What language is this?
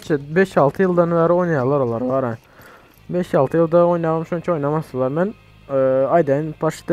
Turkmen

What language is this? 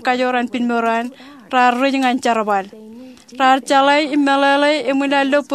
Marshallese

